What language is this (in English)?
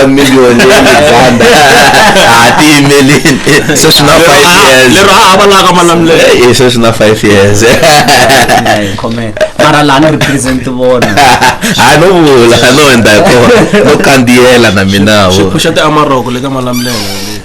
Tsonga